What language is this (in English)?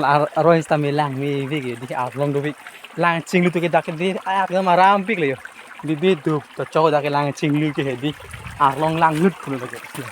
Karbi